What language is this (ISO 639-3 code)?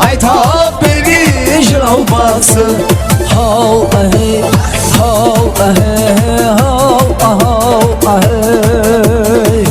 kaa